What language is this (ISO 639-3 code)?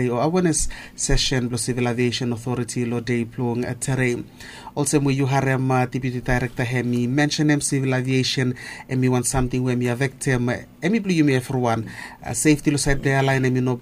bis